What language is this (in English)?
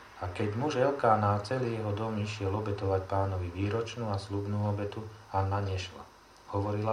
Slovak